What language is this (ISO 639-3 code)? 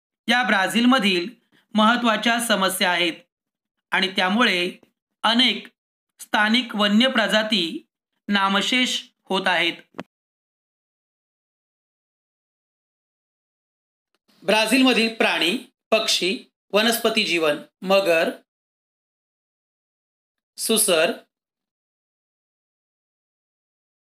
mar